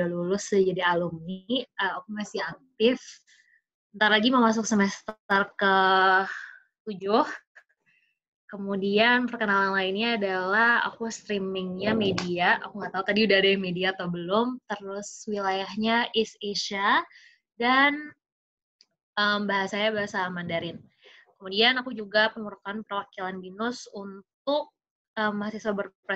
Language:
Indonesian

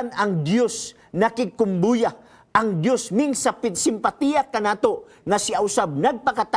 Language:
Cebuano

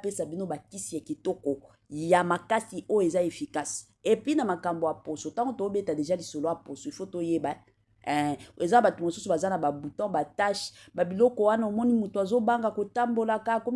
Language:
Lingala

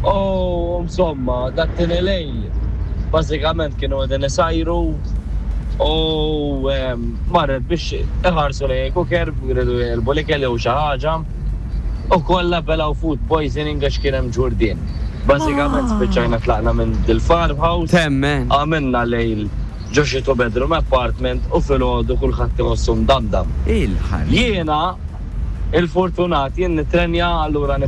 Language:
Maltese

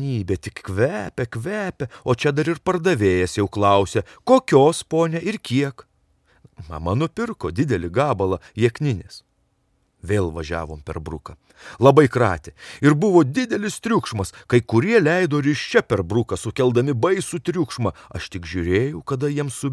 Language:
Lithuanian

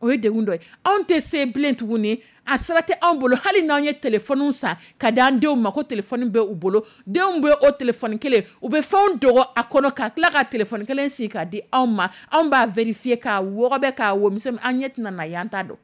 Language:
Dyula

